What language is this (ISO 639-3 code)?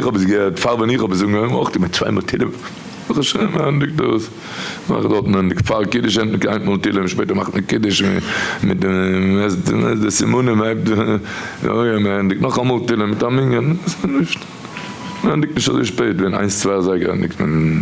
yid